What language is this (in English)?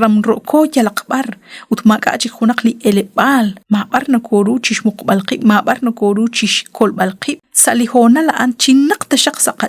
Kekchí